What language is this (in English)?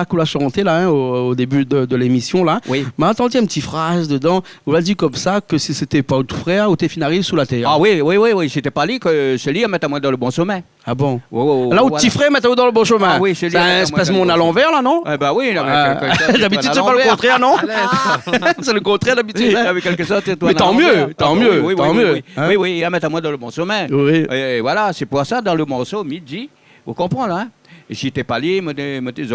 Réunion Creole French